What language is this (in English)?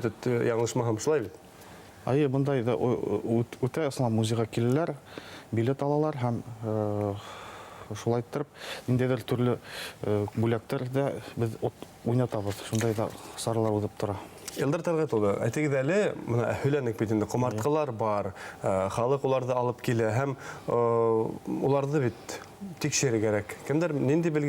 Bashkir